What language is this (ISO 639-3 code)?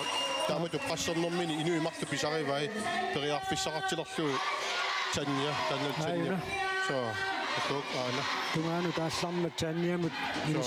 kal